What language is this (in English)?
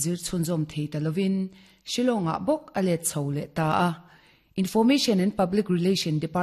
Mizo